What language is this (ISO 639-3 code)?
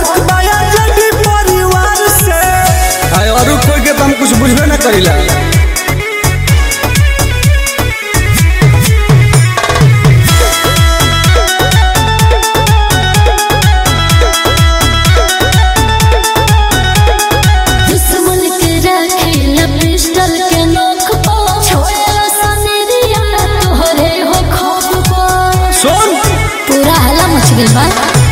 bho